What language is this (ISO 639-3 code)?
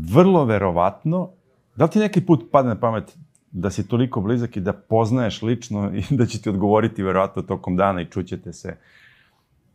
srp